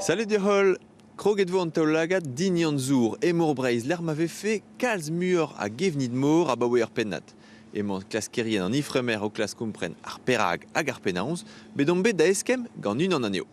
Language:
Breton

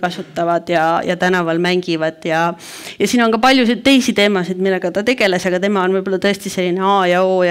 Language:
Estonian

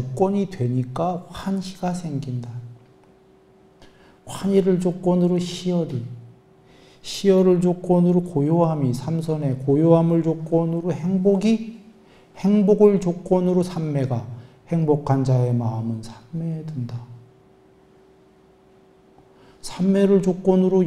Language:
Korean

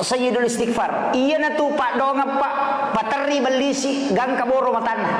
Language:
Buginese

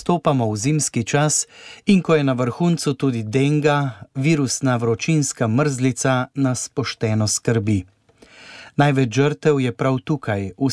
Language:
Slovenian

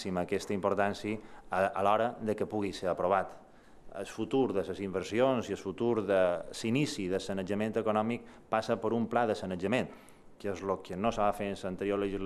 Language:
Catalan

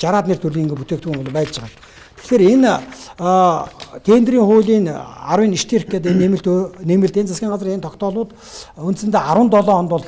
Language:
Mongolian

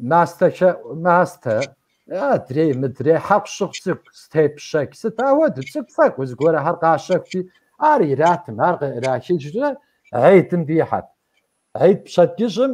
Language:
Kabardian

